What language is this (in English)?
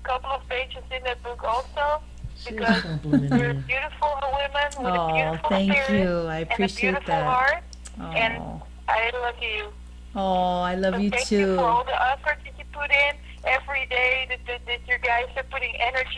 English